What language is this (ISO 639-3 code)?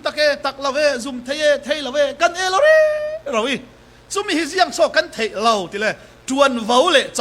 cfm